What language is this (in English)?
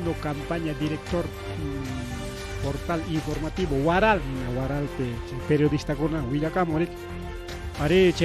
Ayacucho Quechua